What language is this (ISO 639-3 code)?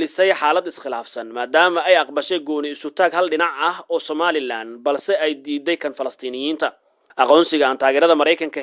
som